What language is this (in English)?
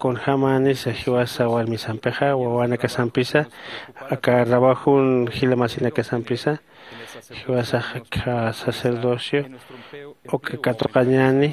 Aymara